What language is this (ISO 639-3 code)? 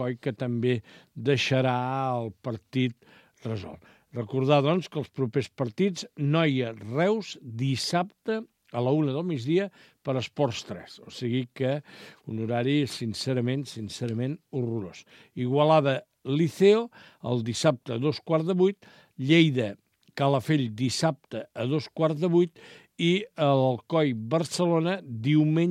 cat